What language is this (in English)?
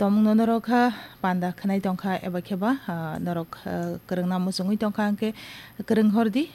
Kok Borok